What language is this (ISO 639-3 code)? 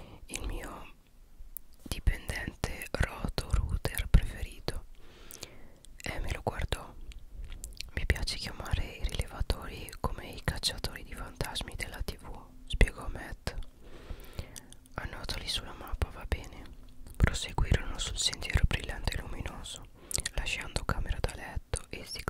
ita